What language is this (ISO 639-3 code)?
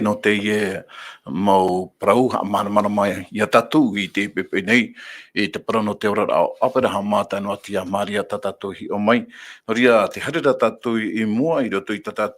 tah